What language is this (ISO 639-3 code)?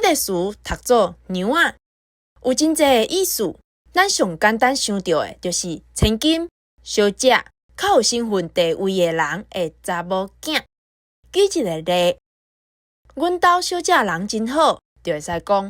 nan